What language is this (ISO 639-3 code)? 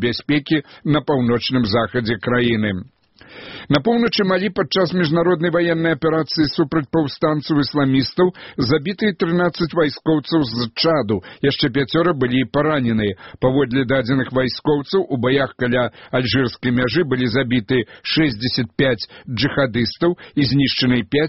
bel